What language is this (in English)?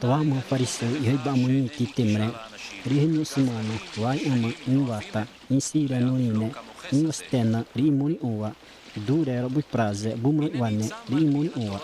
Xavánte